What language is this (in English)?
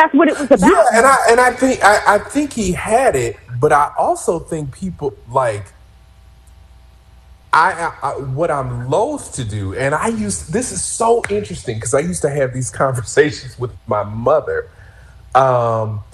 English